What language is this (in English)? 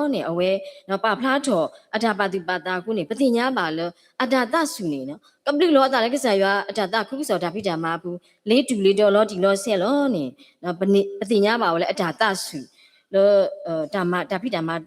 S'gaw Karen